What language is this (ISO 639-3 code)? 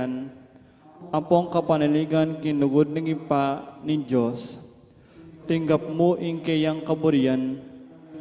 pam